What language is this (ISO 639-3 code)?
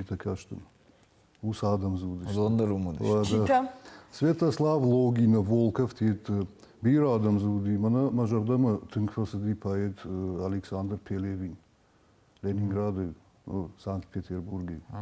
oss